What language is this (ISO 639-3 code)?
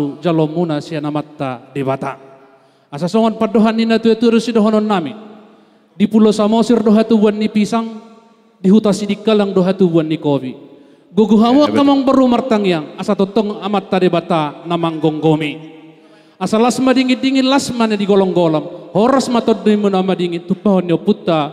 bbc